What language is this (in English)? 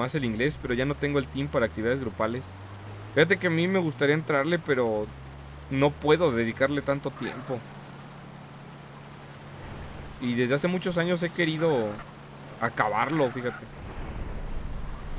Spanish